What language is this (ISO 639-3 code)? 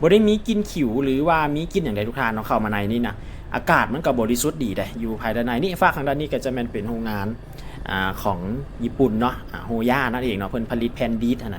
lao